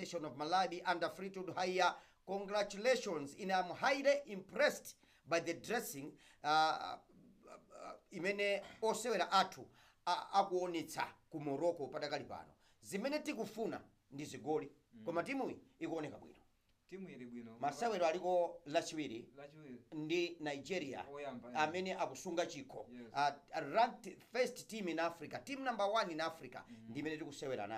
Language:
Nyanja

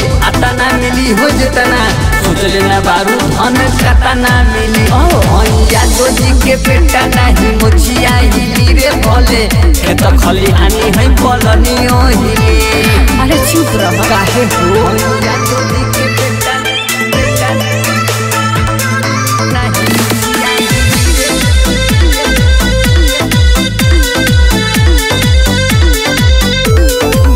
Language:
Bhojpuri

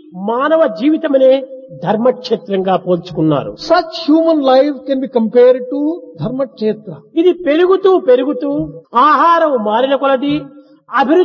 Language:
Telugu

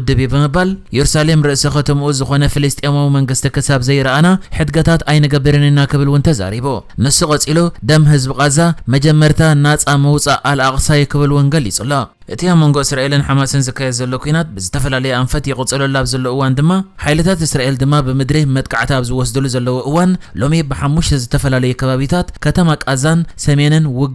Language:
Tigrinya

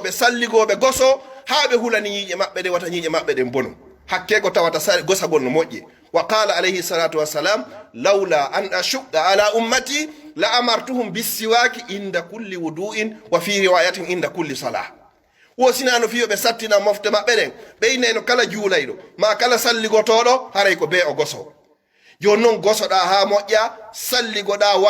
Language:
Pular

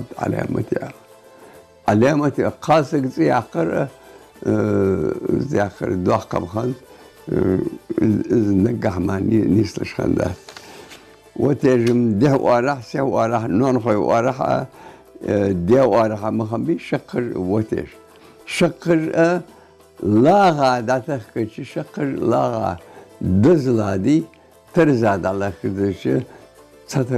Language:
Ingush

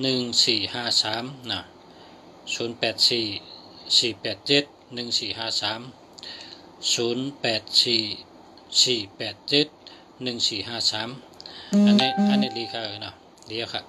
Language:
Shan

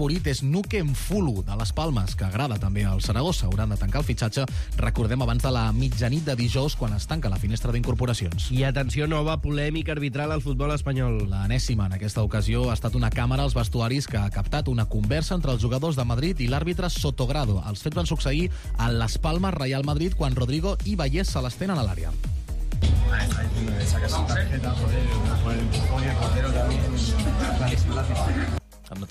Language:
Catalan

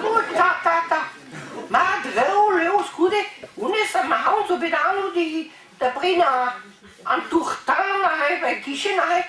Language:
Breton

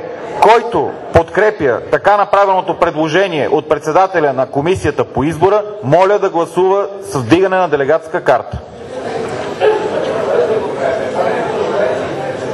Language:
Bulgarian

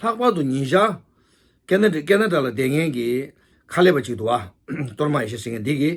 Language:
Tibetan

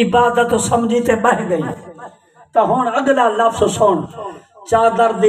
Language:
Saraiki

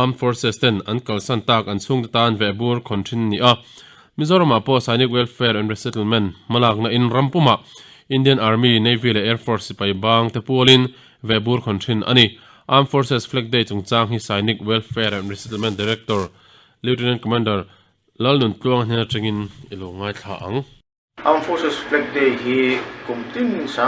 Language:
Mizo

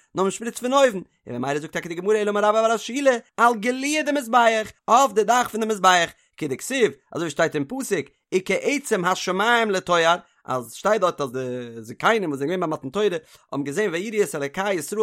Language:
Yiddish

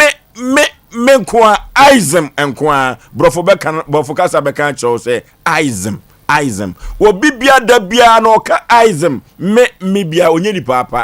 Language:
Akan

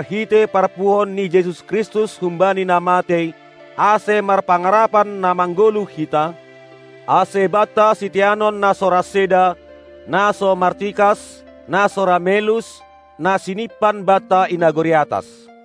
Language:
Batak Simalungun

